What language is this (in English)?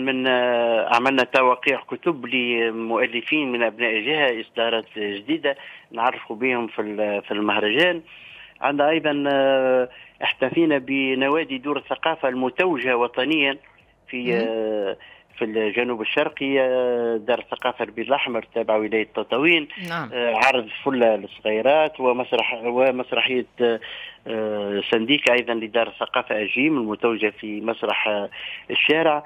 Tunisian Arabic